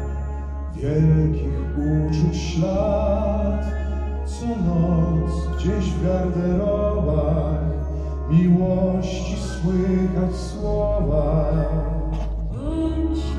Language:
Polish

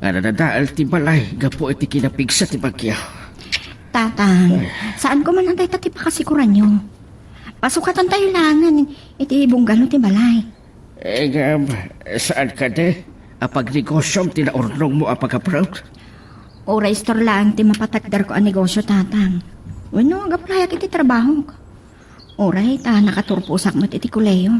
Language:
Iloko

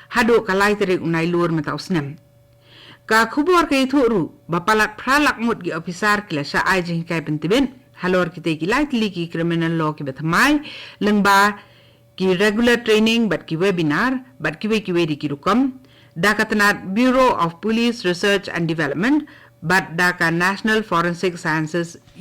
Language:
Khasi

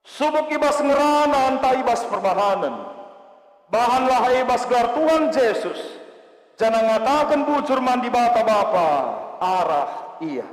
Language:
Batak Karo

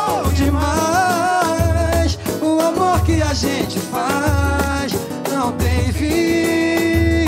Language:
Portuguese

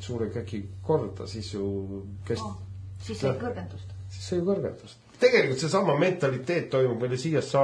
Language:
Estonian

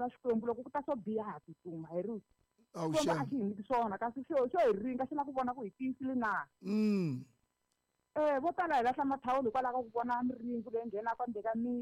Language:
Tsonga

